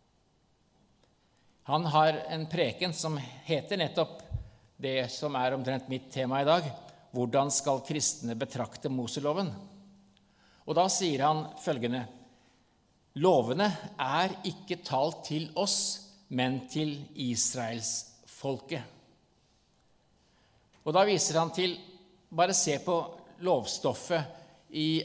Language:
Norwegian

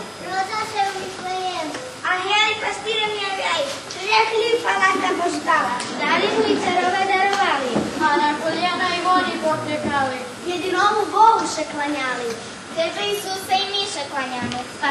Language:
Rusyn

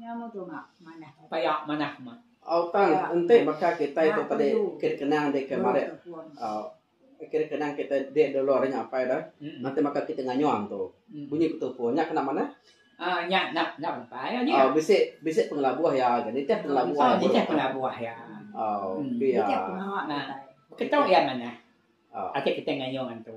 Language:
Iban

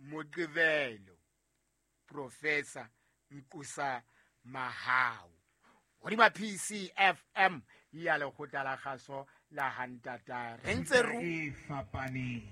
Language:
Southern Sotho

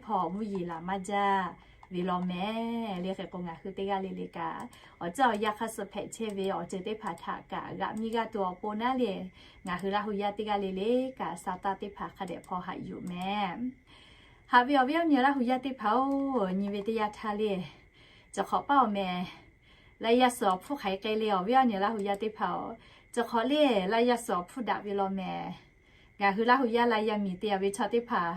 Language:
Lahu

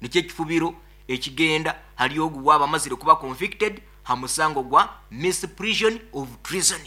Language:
Nyoro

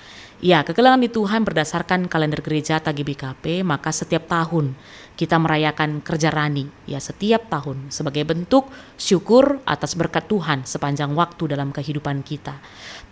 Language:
Batak Karo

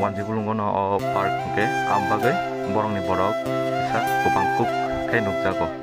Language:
Kok Borok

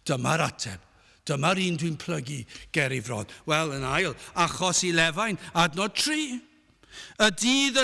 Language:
Welsh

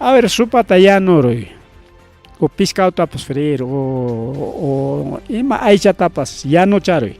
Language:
Ayacucho Quechua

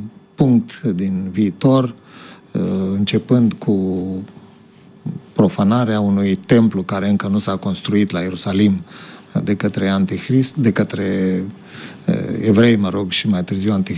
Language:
Romanian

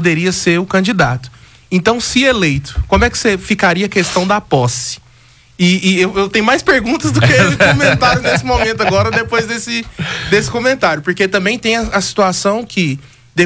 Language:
Portuguese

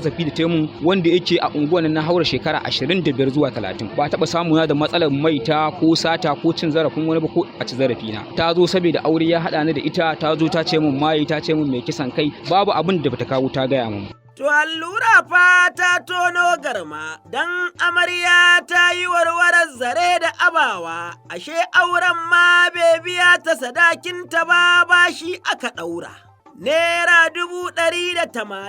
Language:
Hausa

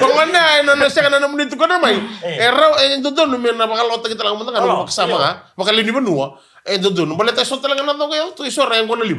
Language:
Fijian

